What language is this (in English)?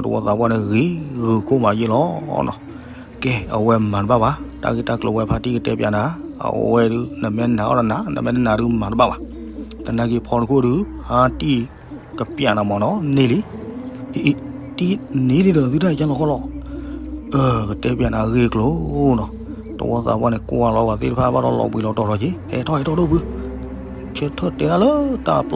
S'gaw Karen